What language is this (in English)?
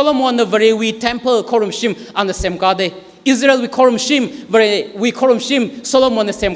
Tangkhul Naga (India)